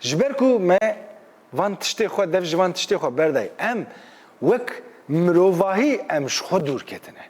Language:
Kurdish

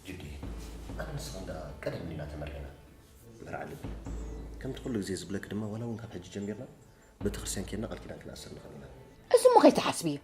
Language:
Tigrinya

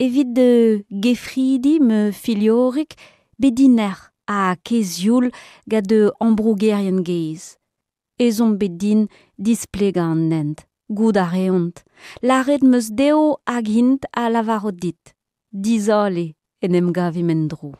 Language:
Breton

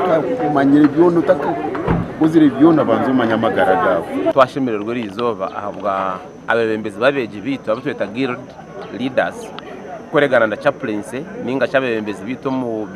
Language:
Nyankole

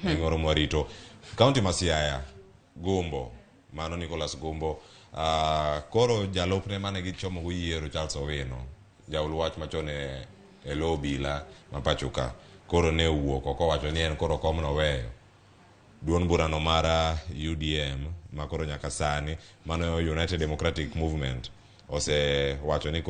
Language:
Luo (Kenya and Tanzania)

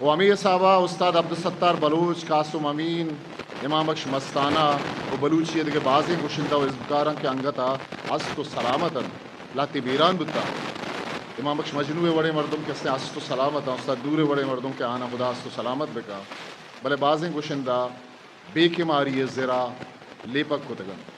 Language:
Eastern Balochi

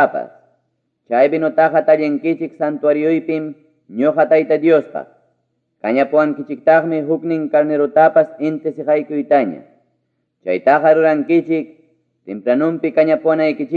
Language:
Ayacucho Quechua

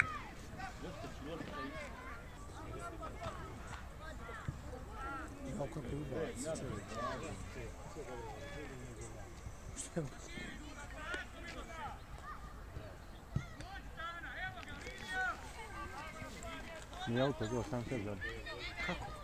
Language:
Croatian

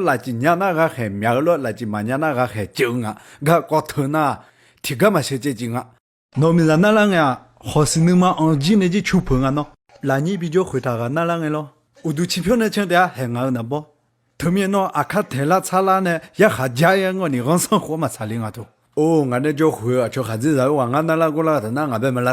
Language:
Akha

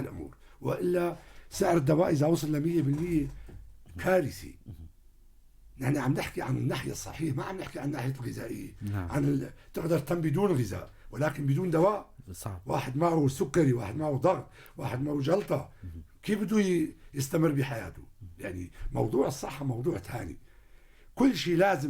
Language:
North Levantine Arabic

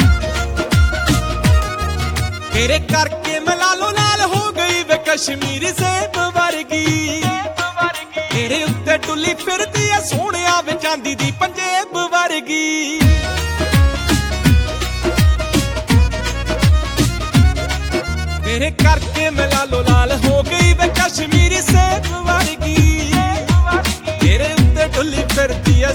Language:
Punjabi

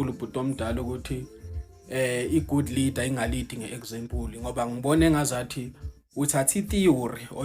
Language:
Zulu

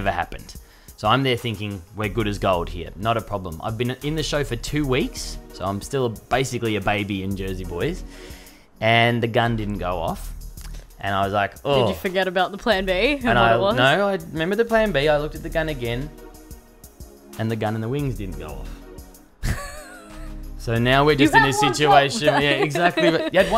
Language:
English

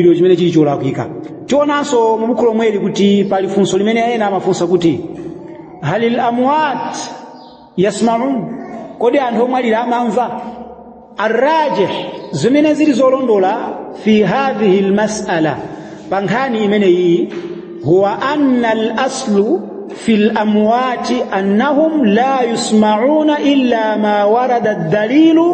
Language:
Nyanja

